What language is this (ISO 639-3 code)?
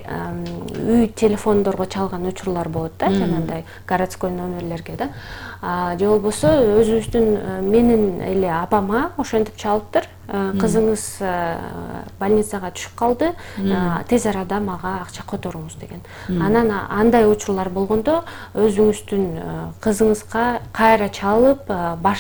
kir